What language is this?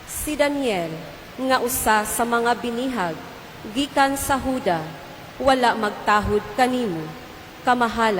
Cebuano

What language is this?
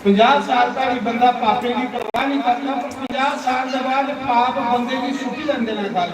Dogri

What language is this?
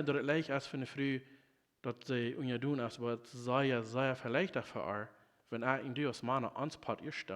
Plautdietsch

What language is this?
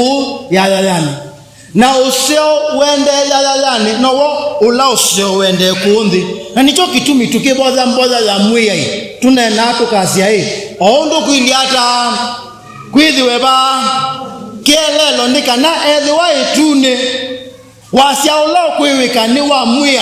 Kamba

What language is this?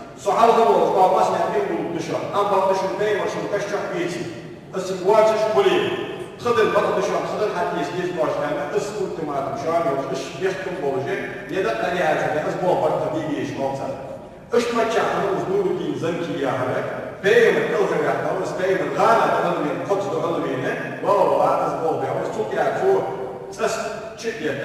Ingush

